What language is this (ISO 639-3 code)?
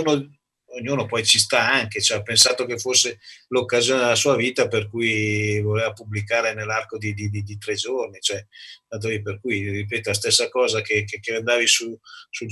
ita